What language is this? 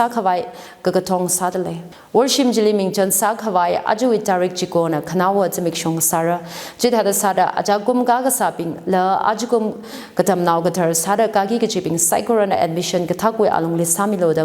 Tangkhul Naga (India)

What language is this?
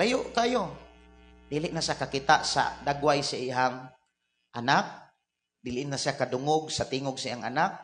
Cebuano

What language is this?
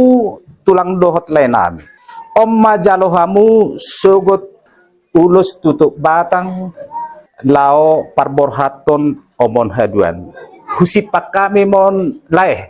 Batak Toba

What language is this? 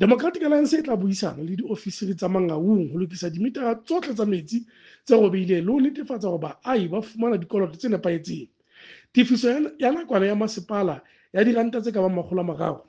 Tswana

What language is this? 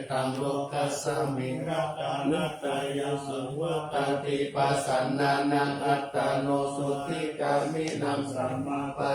Pali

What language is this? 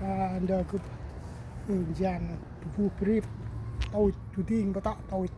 Central Mnong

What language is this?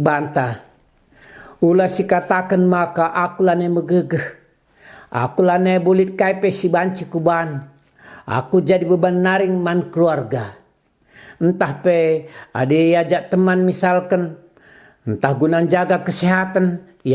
Batak Karo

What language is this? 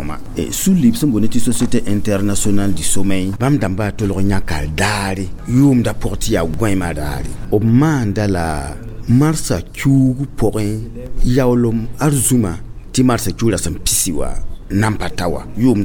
Mossi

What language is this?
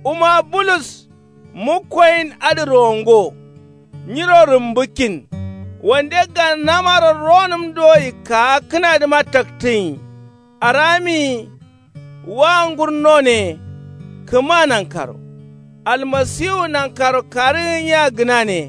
Kanuri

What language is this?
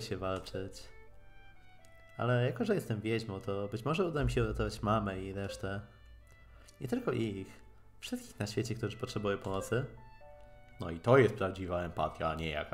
Polish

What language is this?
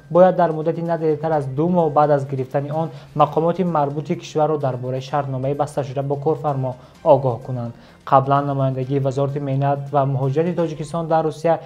Tajik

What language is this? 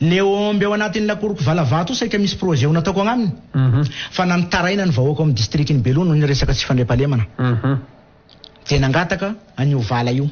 Malagasy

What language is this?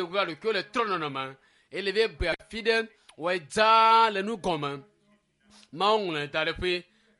Ewe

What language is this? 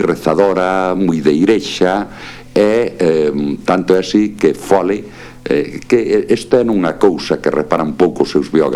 Galician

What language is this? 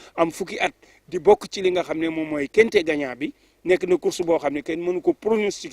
Wolof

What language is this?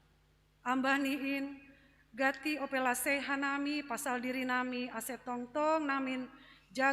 Batak Simalungun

